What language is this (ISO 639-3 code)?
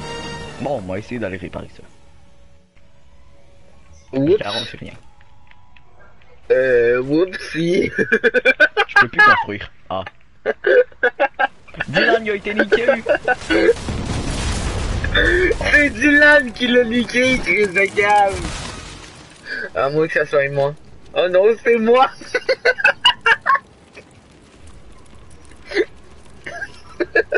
fra